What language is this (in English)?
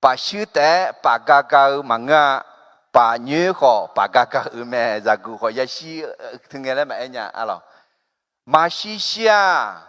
Akha